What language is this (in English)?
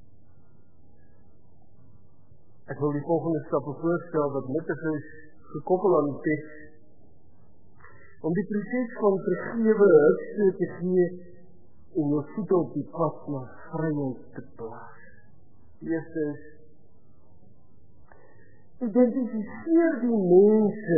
Afrikaans